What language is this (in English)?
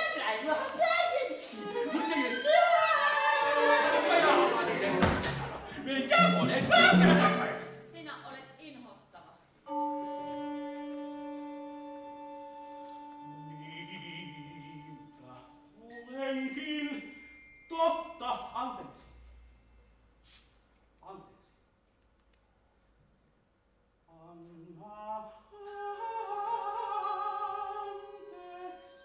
Finnish